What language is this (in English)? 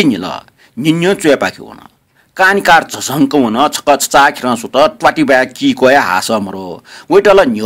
Newari